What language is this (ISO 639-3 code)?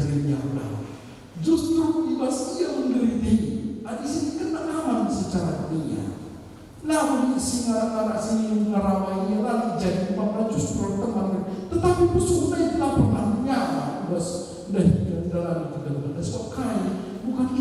btx